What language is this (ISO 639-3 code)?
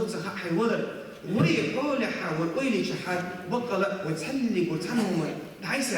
che